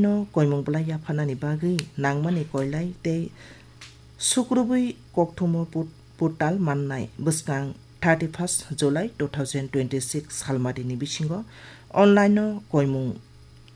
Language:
Kok Borok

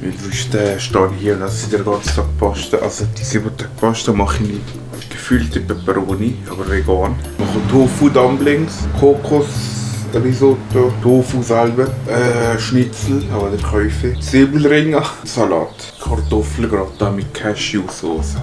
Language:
Swiss German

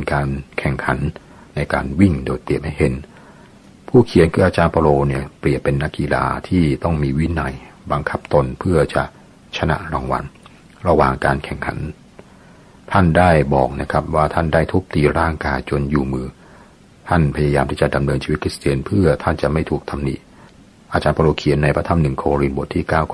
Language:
Thai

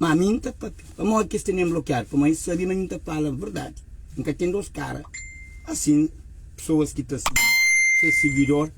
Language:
Kabuverdianu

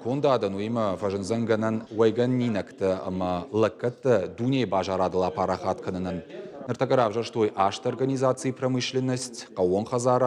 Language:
Ossetic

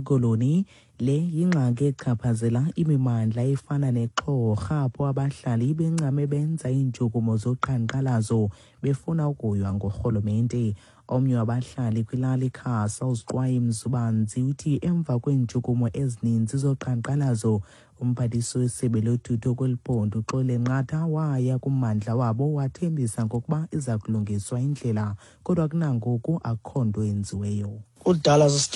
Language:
Xhosa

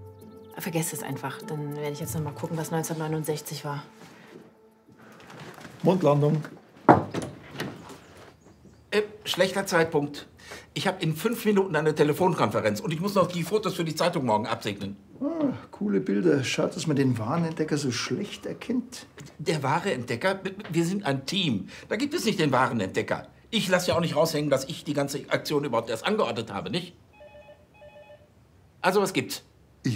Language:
German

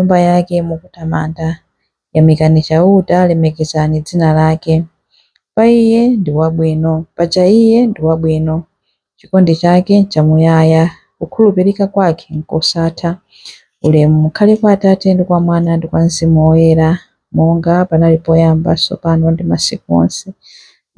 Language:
Nyanja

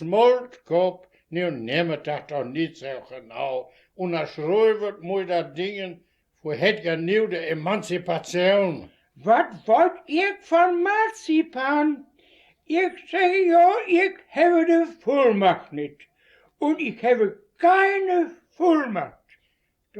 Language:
Westphalien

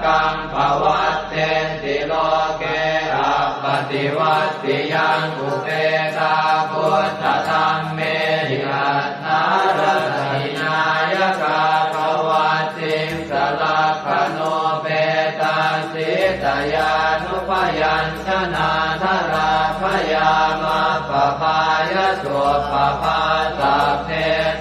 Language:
Pali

